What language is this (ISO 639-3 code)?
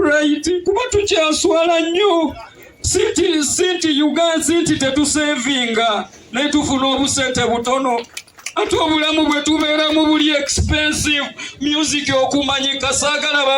lug